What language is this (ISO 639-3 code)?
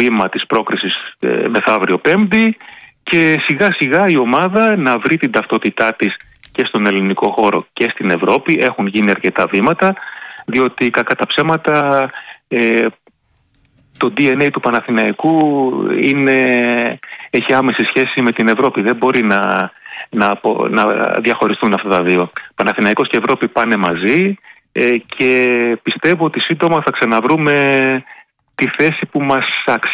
ell